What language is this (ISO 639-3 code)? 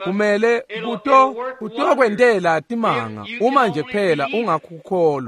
ssw